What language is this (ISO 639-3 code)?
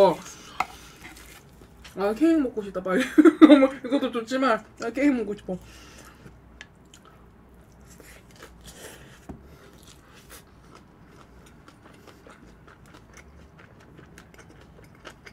kor